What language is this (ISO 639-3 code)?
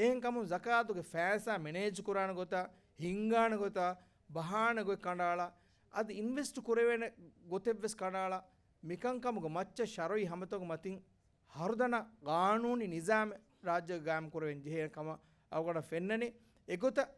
div